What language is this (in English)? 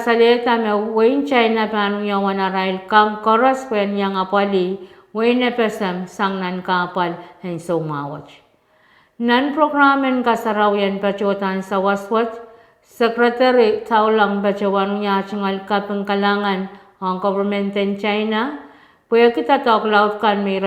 Pohnpeian